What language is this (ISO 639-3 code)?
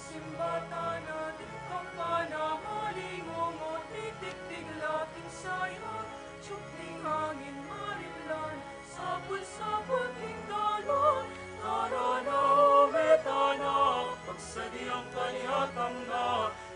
pam